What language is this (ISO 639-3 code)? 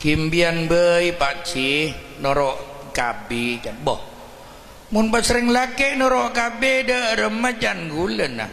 mad